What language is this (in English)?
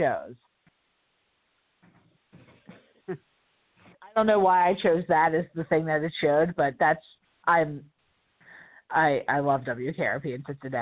English